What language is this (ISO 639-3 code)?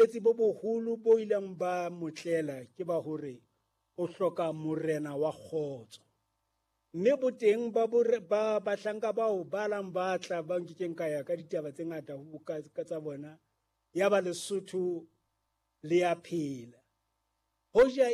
sot